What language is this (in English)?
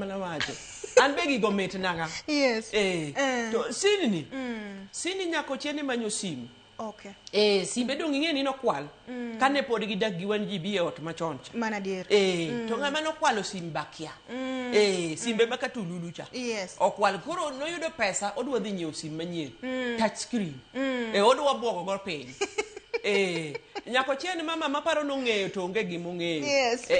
Luo (Kenya and Tanzania)